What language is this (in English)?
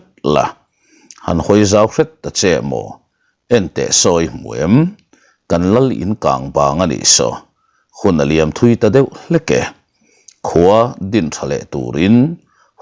Mizo